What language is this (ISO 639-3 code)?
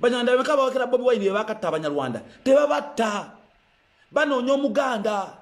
lug